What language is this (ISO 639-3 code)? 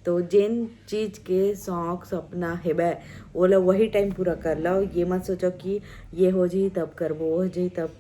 hne